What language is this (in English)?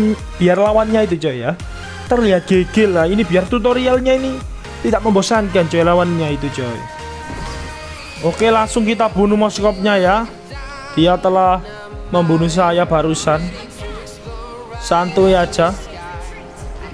Indonesian